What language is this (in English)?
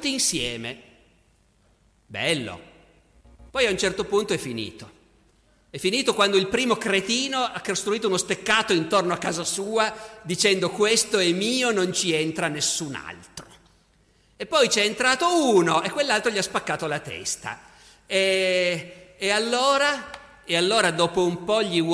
Italian